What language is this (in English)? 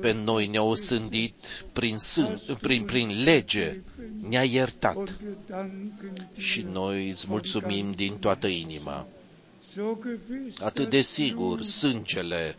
Romanian